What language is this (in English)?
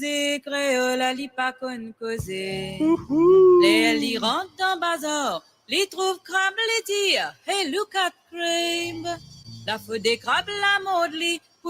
Morisyen